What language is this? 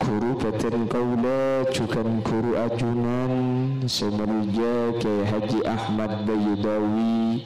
Madurese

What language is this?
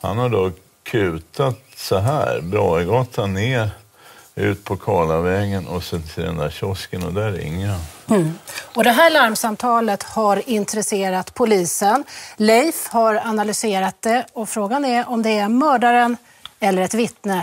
Swedish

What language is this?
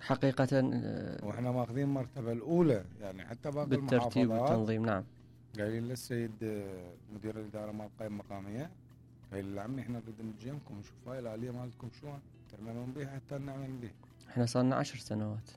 Mesopotamian Arabic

